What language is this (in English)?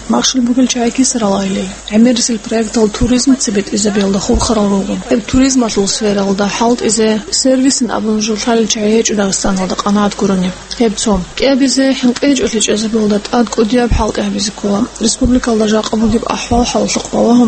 Avaric